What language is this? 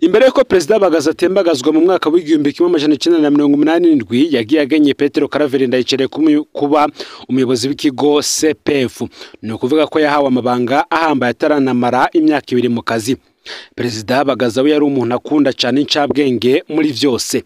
Rundi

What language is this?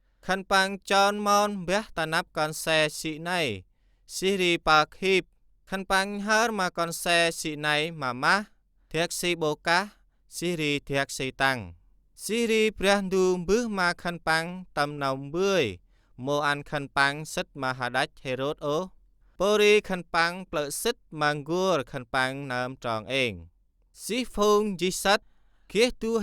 Central Mnong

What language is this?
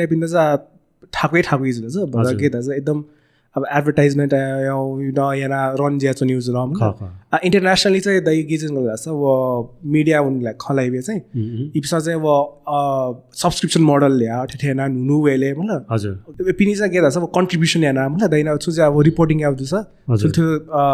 Newari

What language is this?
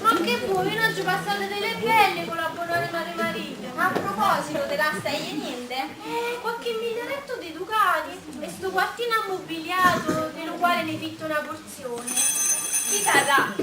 Neapolitan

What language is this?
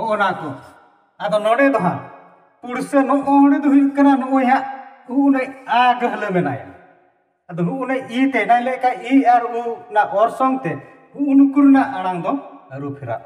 Santali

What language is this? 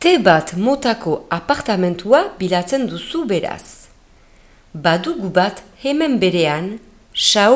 Basque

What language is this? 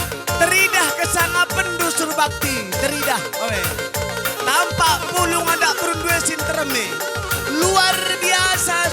Batak Karo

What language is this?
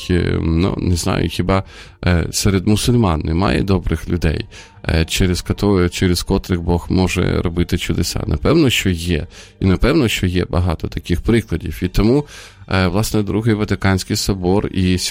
Ukrainian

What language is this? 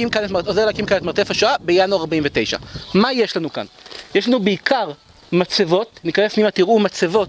Hebrew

